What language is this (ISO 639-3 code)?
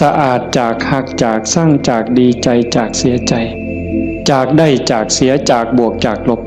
tts